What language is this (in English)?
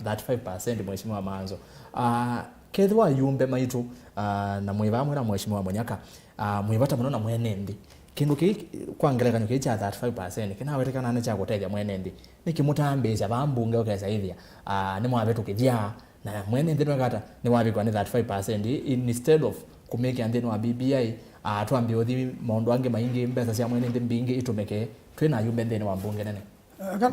Kamba